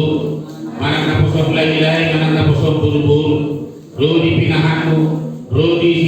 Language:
Batak Toba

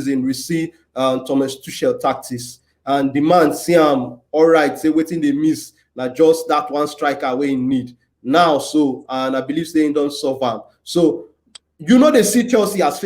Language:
Nigerian Pidgin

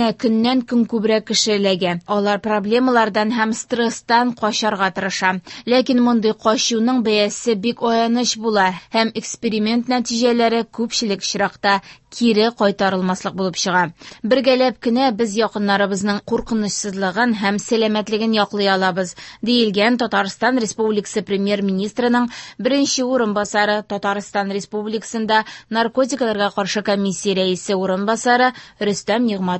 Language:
Tatar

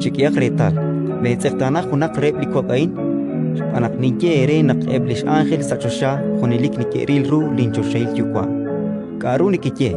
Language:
Kekchí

